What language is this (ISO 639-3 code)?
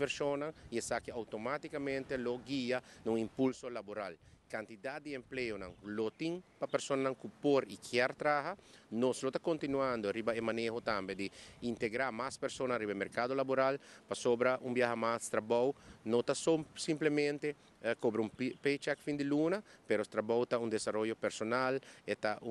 pap